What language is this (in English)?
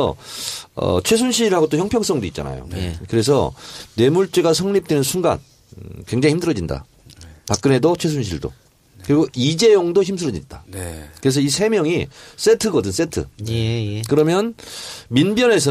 Korean